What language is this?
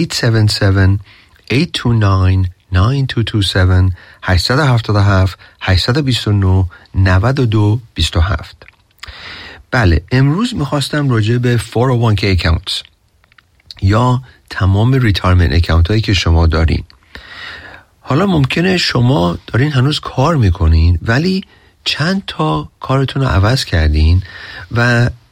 Persian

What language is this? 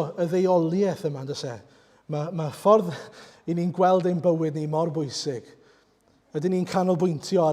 Welsh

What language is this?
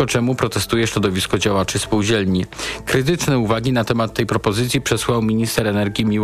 Polish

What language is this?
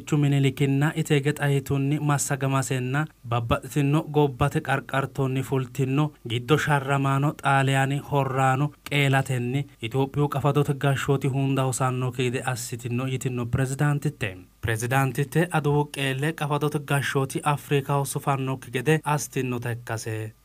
Sidamo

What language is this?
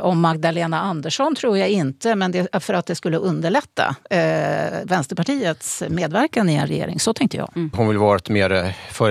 Swedish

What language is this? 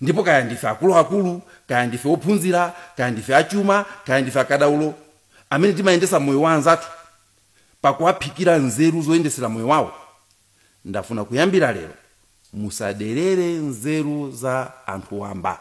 Nyanja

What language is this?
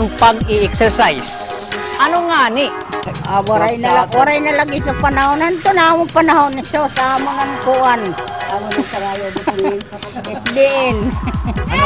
Waray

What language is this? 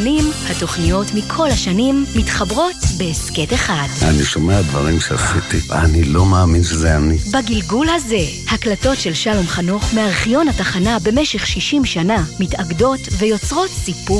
Hebrew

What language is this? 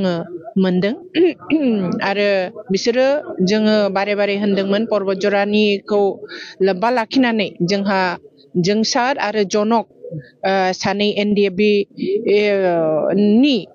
Bodo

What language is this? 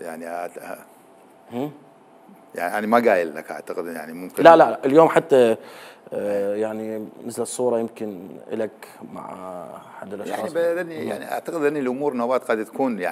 Mesopotamian Arabic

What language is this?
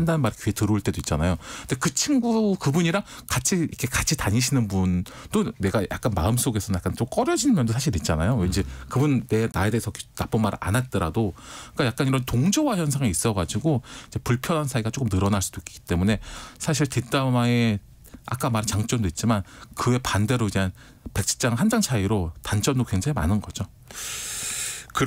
Korean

